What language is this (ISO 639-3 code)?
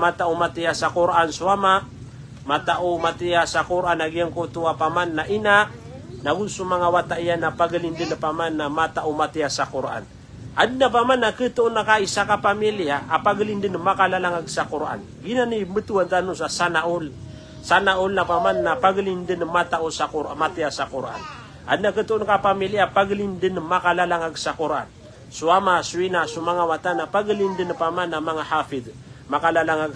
mrw